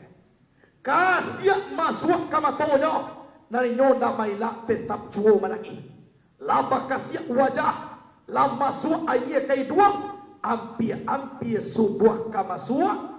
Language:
Minangkabau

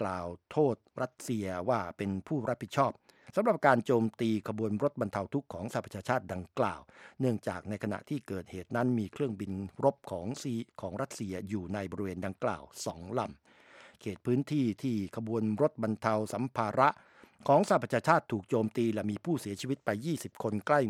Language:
Thai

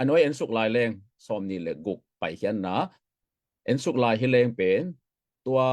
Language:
Tedim Chin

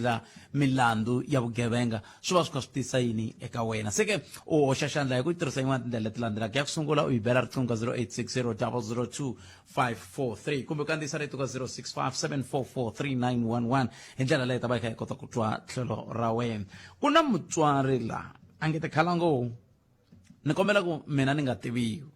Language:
Tsonga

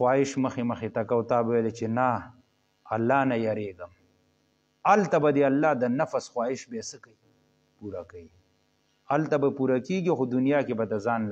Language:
Pashto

